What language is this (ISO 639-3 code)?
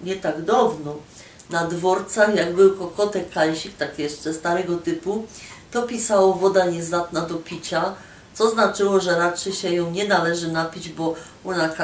szl